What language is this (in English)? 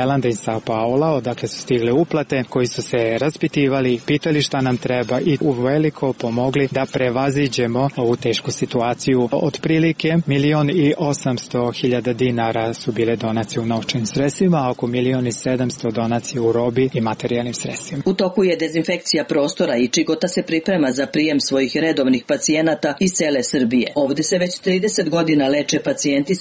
Serbian